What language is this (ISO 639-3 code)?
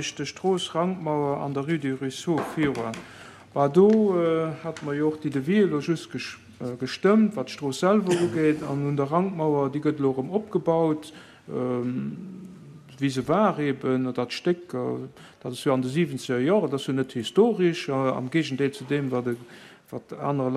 ltz